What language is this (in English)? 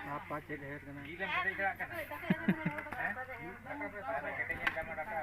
Santali